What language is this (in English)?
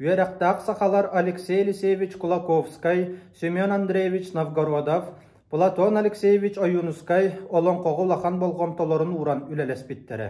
Yakut